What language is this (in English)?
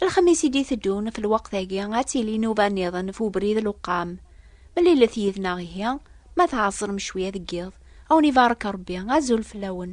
Kabyle